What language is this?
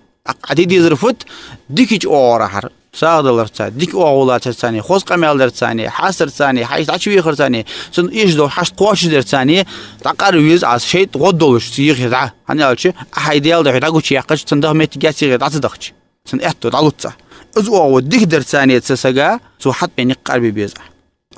Ingush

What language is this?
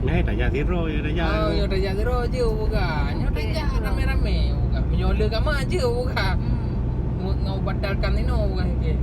Achinese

